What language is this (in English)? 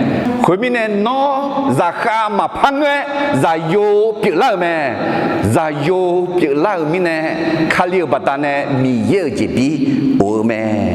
Akha